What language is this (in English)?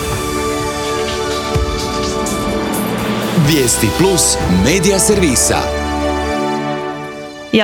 Croatian